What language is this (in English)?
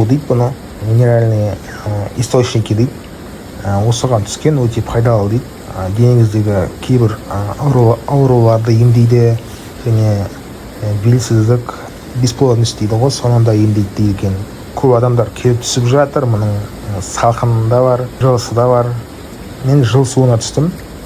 Kazakh